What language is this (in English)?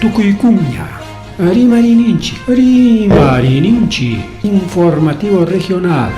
Ayacucho Quechua